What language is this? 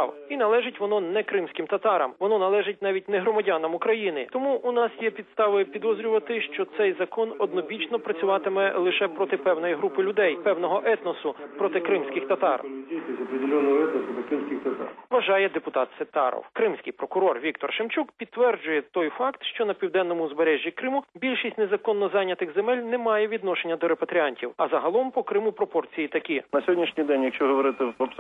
Ukrainian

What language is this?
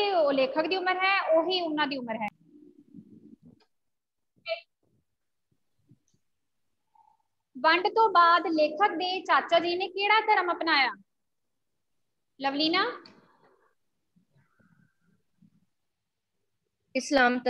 Punjabi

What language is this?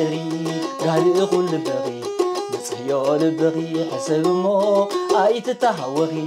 Tigrinya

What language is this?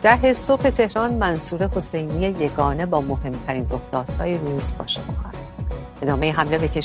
Persian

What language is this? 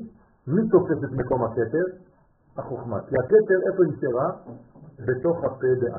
Hebrew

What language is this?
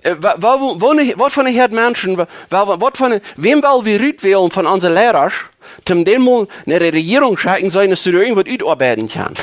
Plautdietsch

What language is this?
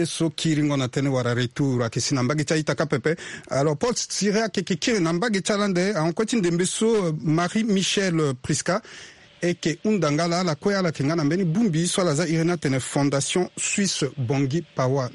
Sango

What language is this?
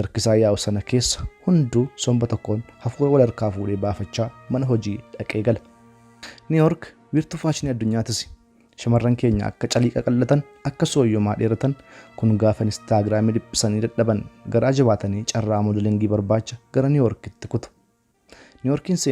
Oromo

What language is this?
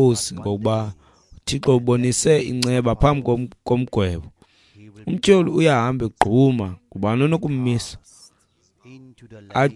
Xhosa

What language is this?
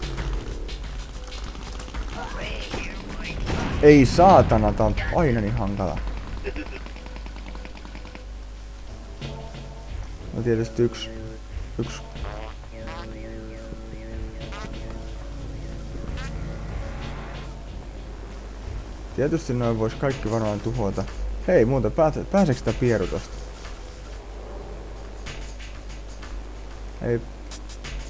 Finnish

